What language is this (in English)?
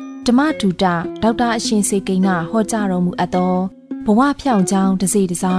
Burmese